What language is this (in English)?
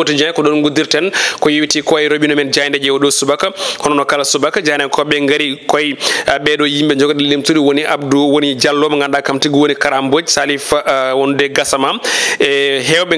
Fula